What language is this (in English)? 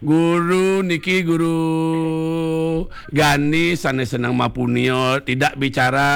Balinese